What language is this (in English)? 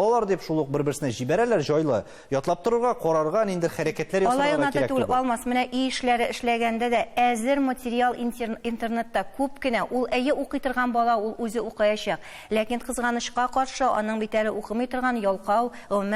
Tatar